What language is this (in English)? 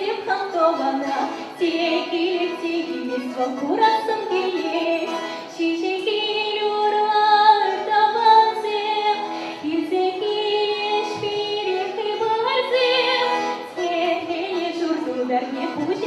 Chuvash